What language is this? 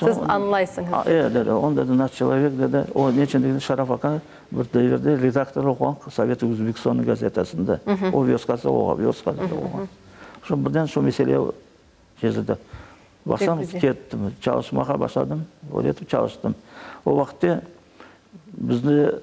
Crimean Tatar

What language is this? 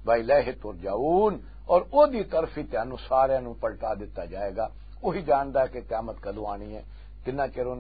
Western Panjabi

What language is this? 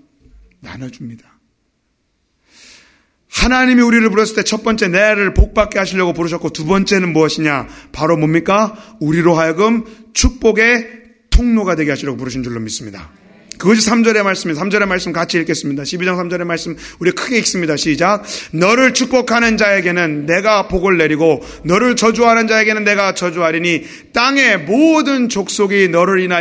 Korean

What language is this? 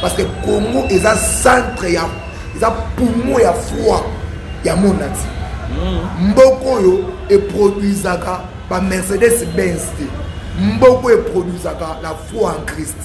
Lingala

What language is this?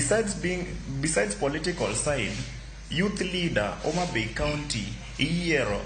Luo (Kenya and Tanzania)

